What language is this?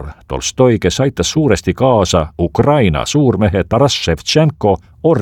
Estonian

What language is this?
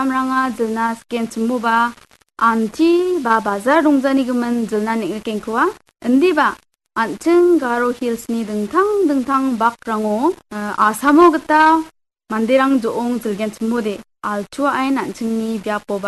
Garo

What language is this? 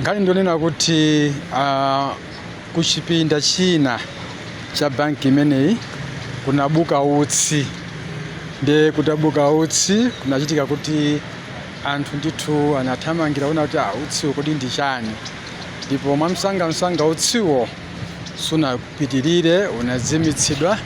Nyanja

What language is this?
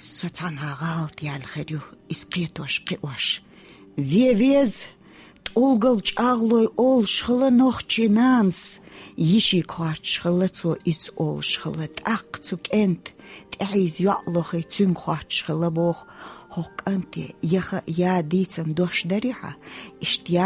Chechen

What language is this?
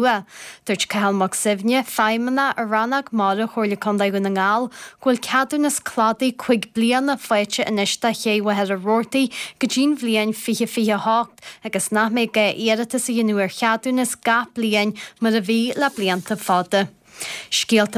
Irish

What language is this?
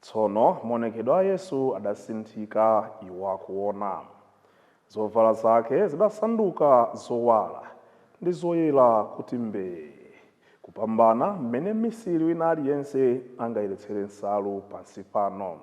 Nyanja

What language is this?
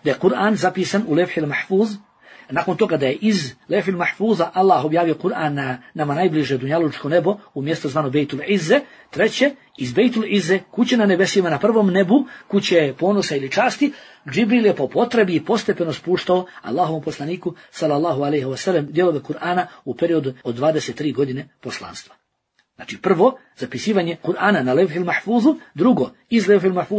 Bosnian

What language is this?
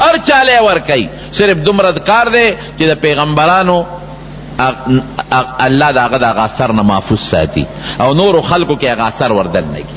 Pashto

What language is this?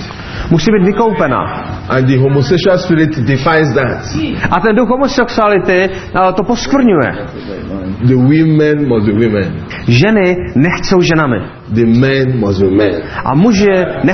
Czech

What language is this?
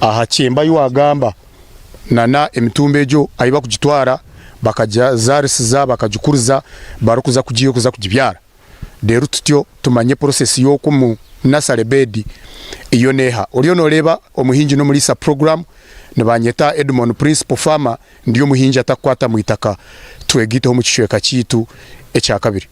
Nyankole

